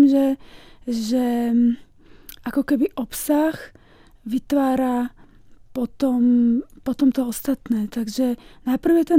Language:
Slovak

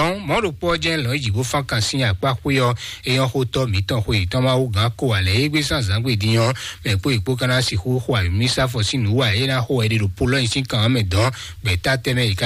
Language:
Fon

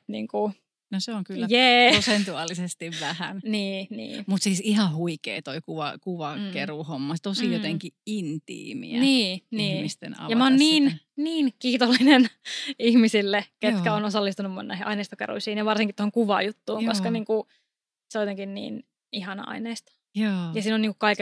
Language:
Finnish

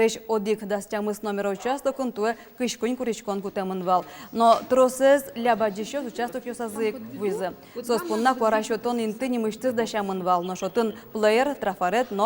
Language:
Udmurt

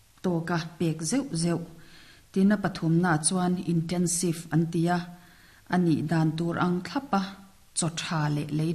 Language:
Mizo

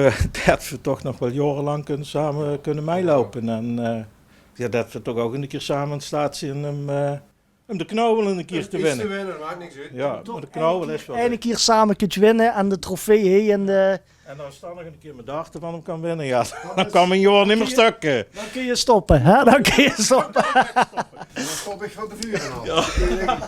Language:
Limburgish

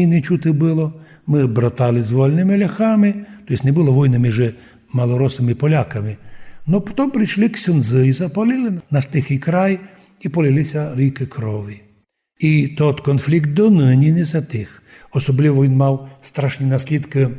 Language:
Rusyn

